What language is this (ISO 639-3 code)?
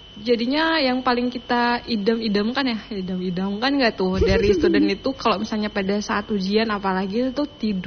ind